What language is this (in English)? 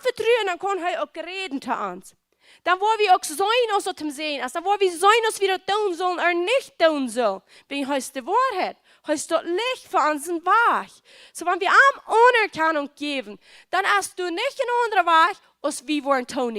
Plautdietsch